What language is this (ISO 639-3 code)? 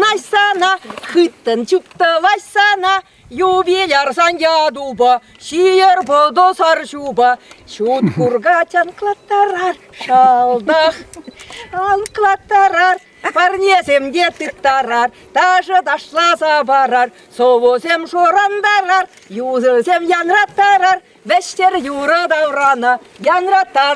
chv